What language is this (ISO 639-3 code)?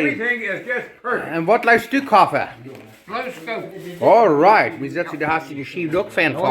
pdt